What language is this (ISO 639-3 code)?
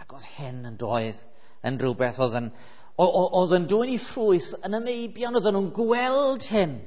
cym